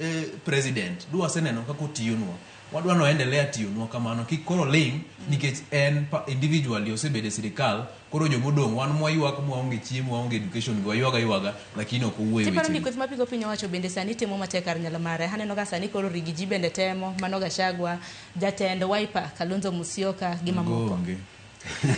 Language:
Luo (Kenya and Tanzania)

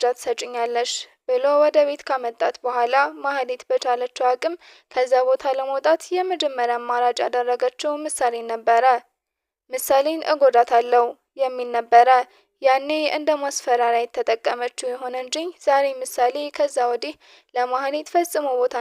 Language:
Amharic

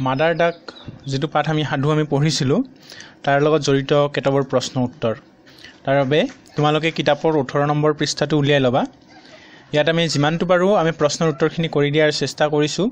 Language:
Assamese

